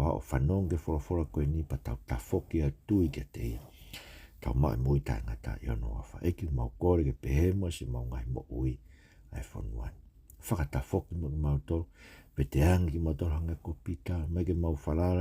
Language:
Tongan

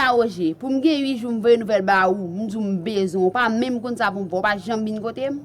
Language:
Haitian Creole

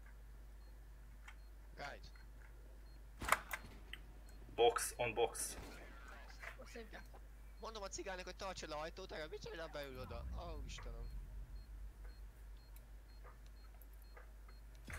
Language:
Hungarian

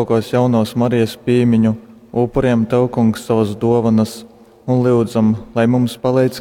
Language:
Latgalian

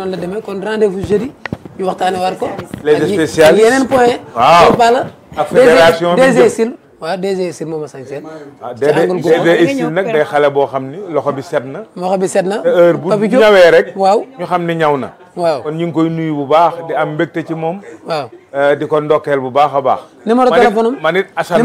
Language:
Wolof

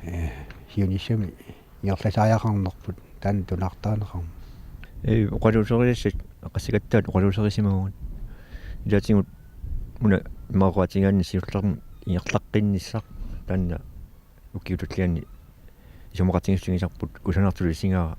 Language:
Kalaallisut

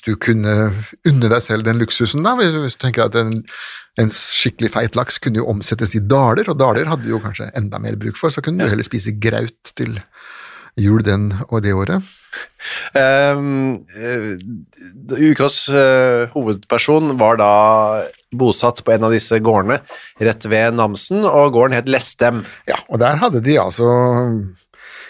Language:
Norwegian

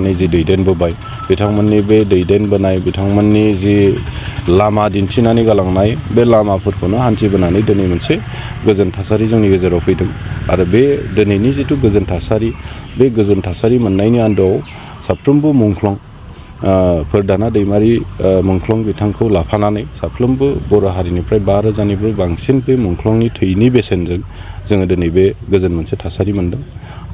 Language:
Bodo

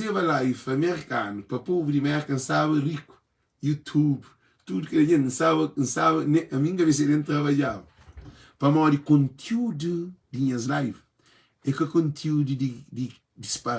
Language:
Kabuverdianu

